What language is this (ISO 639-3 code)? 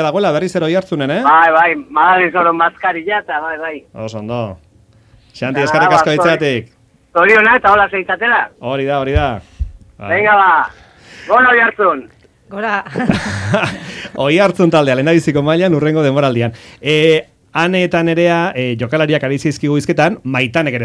eus